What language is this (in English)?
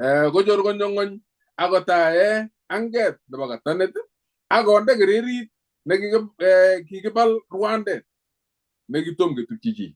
Kalenjin